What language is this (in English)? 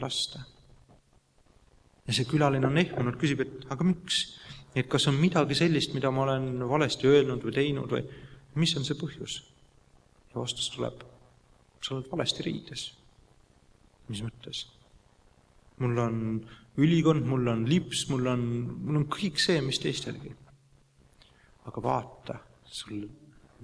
Estonian